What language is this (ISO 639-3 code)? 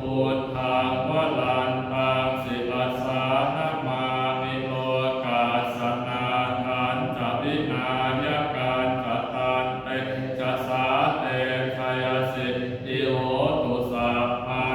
pli